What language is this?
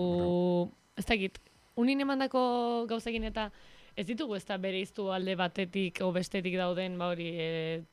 Basque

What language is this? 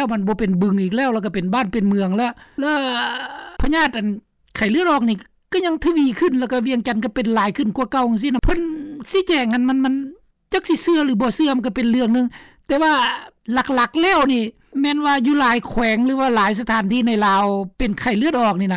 Lao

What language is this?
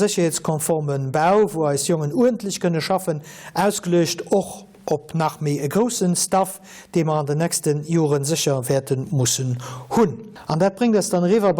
Luxembourgish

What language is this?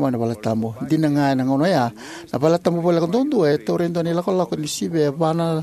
Fijian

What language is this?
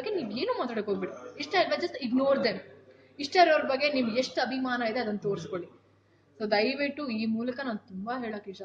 Kannada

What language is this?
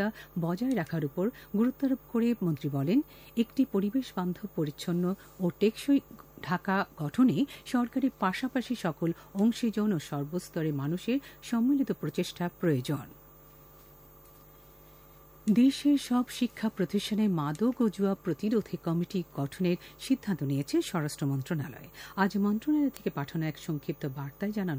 Bangla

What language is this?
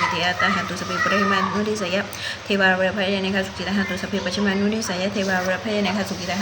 Pali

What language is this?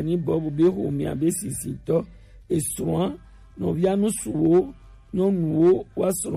Gen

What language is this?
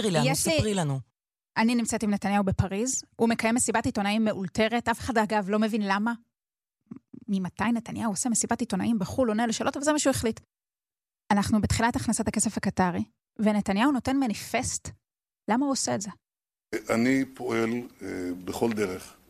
Hebrew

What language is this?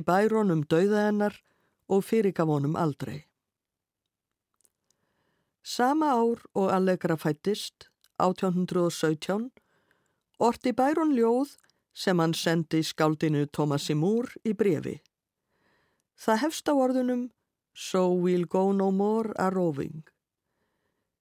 Icelandic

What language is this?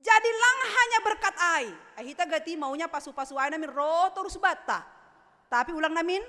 Batak Simalungun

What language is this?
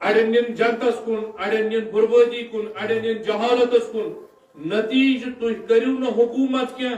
Kashmiri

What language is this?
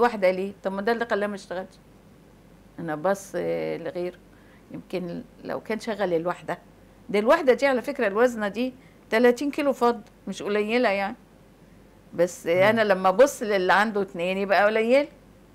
Egyptian Arabic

